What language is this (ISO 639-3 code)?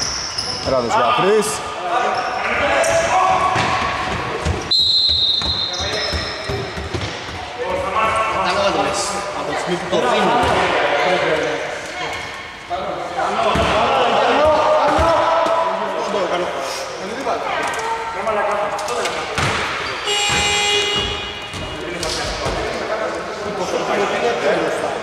ell